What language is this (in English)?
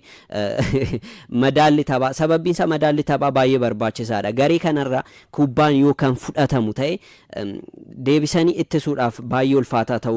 Oromo